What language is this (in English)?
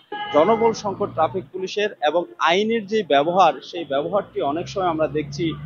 Bangla